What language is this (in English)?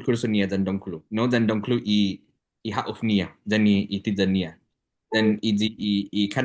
Chamorro